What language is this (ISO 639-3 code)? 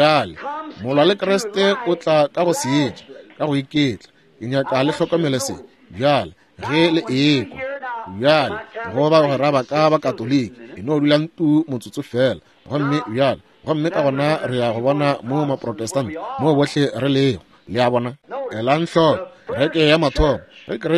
nso